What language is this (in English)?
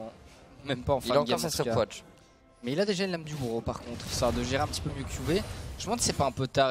French